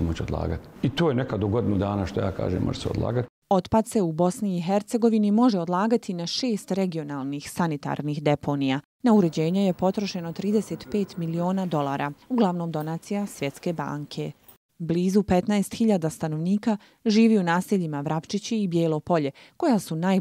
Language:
Bosnian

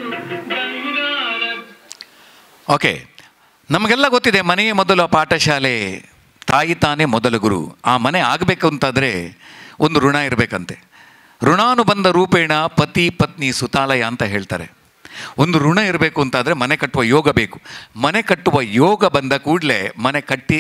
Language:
Kannada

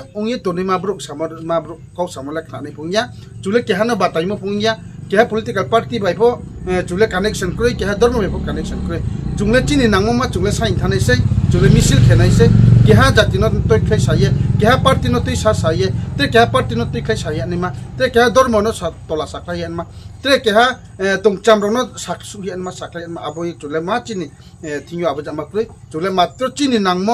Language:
Riang (India)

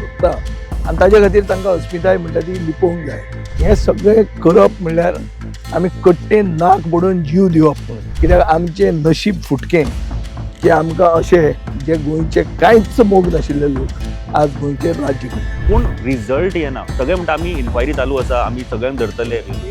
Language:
Konkani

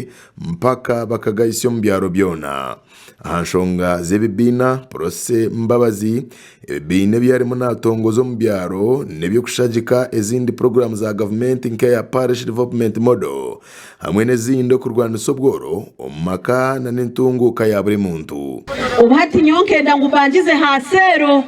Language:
Nyankole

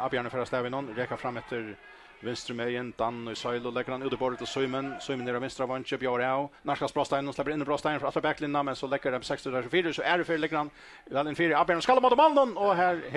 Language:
Faroese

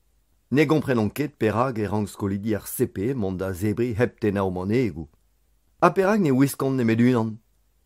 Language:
Breton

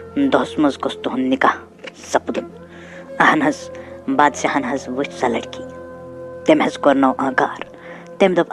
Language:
Kashmiri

